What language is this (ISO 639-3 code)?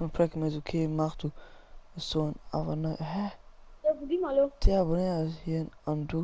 ltz